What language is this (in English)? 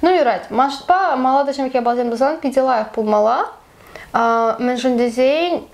Chuvash